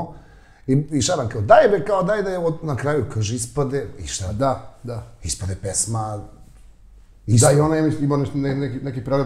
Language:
Serbian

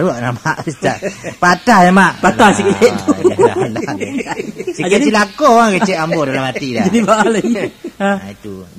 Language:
Minangkabau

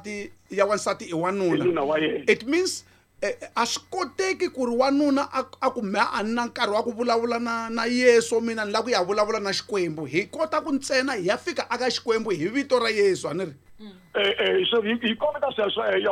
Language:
Tsonga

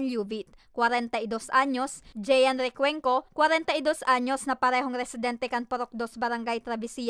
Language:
Bikol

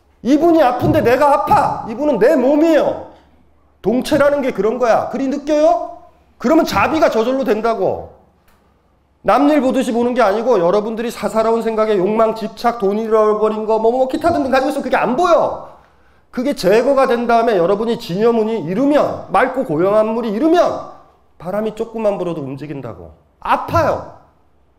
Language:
Korean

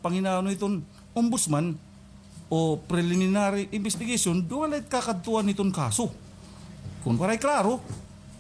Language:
Waray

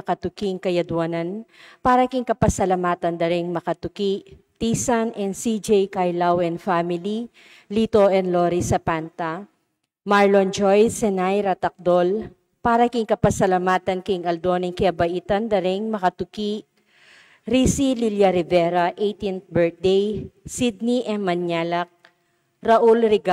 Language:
Pampanga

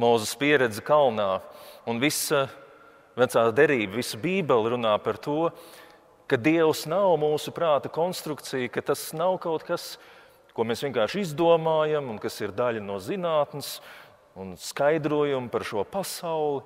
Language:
Latvian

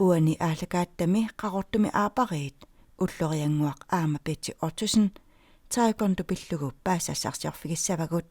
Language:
Kalaallisut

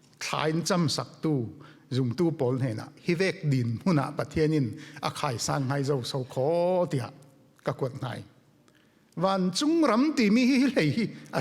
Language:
Falam Chin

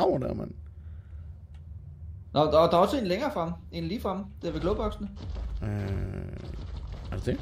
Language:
Danish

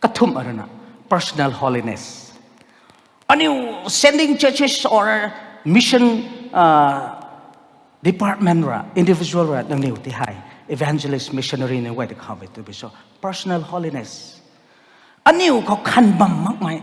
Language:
Rongmei Naga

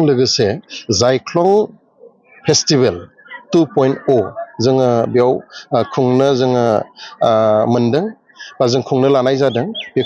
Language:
Bodo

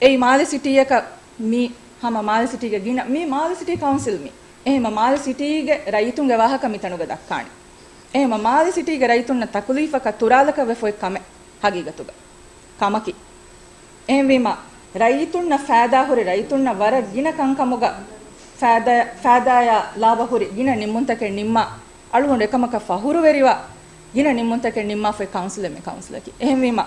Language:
Divehi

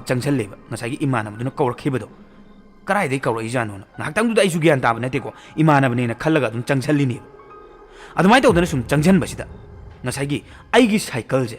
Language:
Manipuri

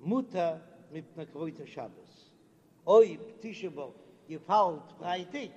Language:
Yiddish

